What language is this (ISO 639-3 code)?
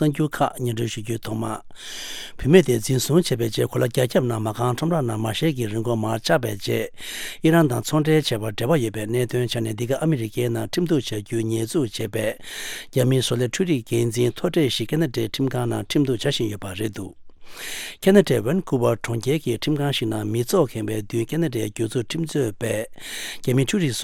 bod